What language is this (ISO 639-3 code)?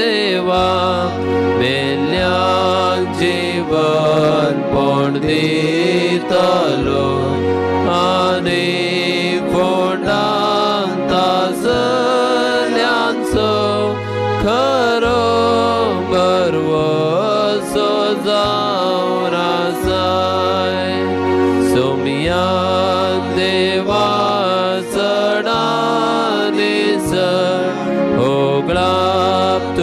kok